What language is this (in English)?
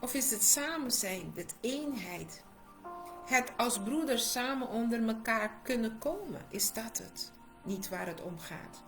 Papiamento